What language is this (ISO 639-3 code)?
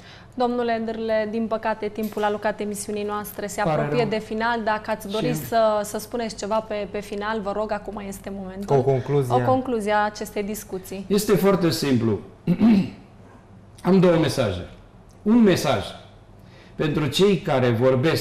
ron